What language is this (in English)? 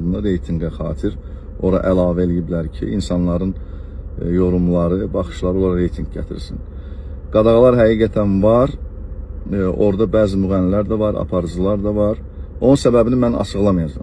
Azerbaijani